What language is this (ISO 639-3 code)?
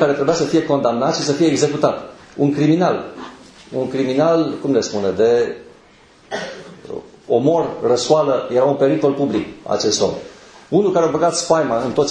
ron